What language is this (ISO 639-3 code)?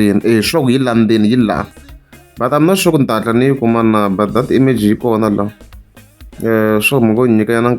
tso